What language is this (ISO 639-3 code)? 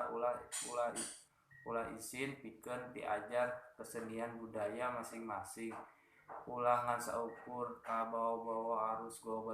sun